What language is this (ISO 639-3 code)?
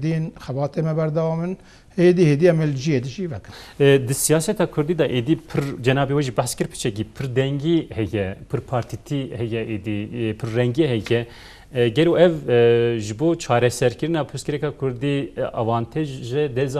kur